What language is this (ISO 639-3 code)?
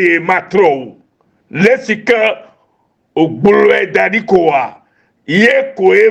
ewe